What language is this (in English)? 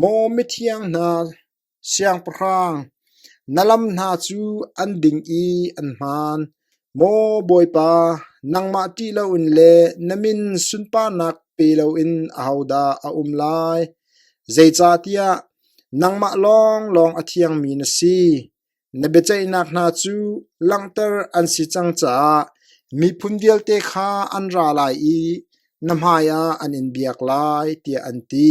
Hakha Chin